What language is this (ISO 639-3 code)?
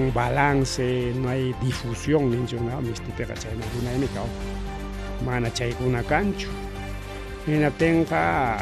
quy